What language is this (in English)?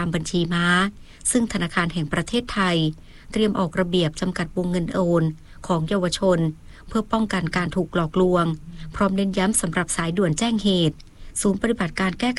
Thai